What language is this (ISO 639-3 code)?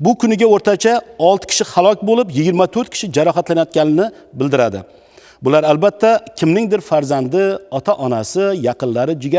uzb